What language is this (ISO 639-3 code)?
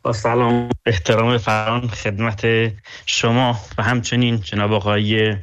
fas